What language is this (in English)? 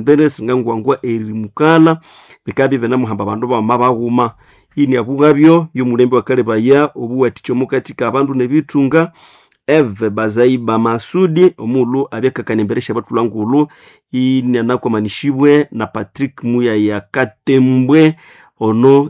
Nande